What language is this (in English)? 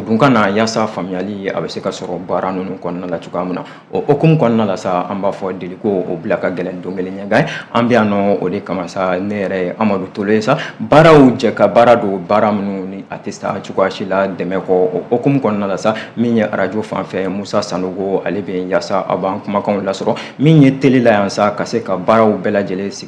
Bambara